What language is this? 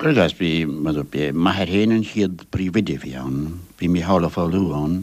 Irish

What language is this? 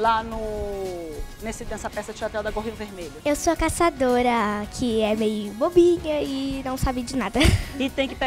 Portuguese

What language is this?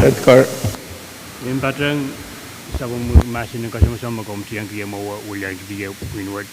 Pohnpeian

